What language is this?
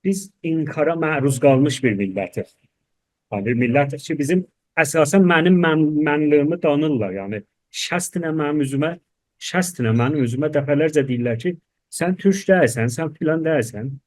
South Azerbaijani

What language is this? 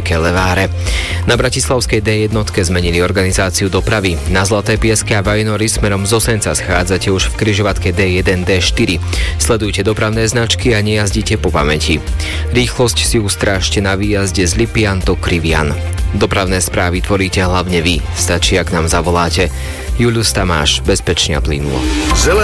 Slovak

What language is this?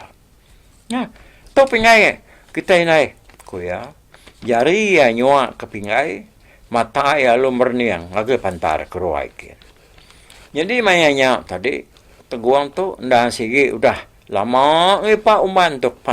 Iban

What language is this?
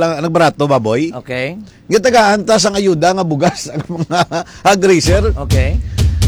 Hiligaynon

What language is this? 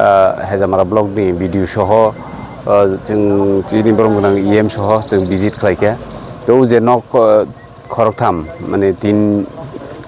Kok Borok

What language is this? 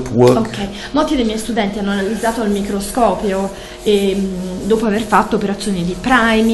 Italian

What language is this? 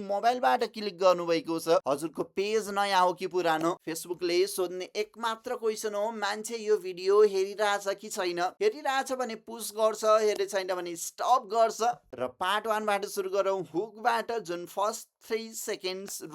Nepali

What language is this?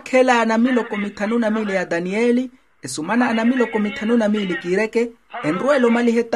Makhuwa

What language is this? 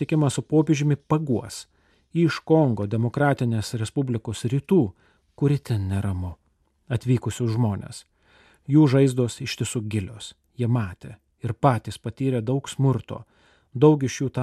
Lithuanian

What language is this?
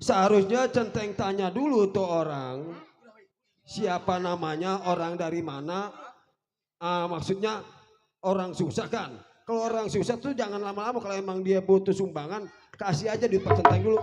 Betawi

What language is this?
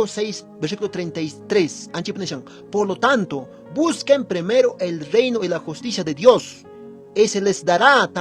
Quechua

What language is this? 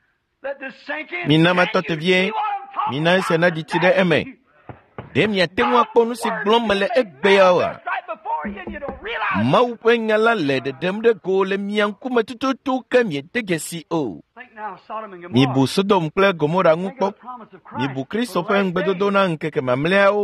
Ewe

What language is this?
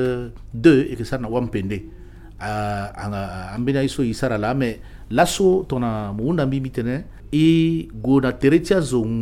Sango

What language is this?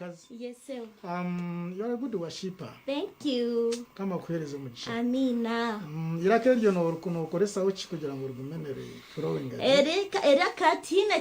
Nyankole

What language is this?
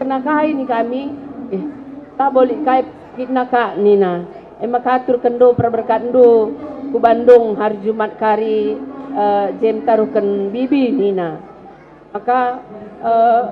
Batak Karo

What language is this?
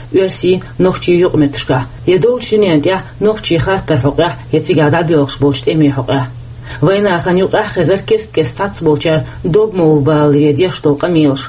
Chechen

